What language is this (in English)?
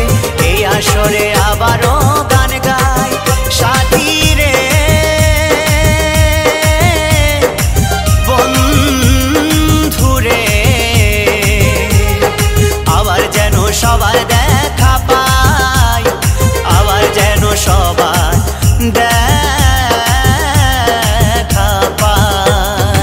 Bangla